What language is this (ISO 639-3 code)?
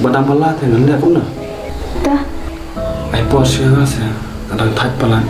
kha